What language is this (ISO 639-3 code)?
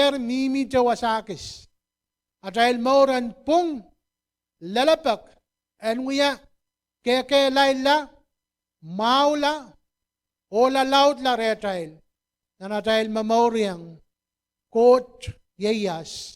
pon